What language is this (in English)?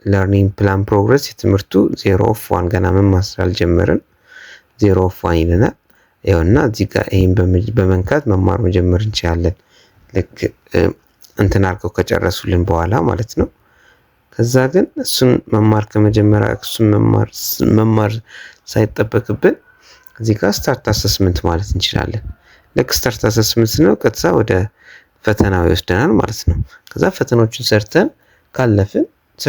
Amharic